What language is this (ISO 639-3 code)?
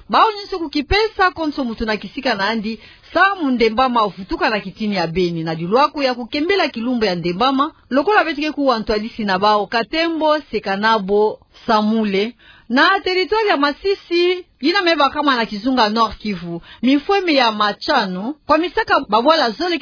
ktu